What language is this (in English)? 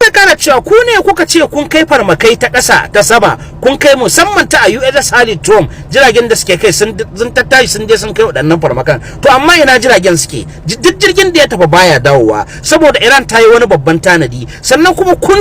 Hausa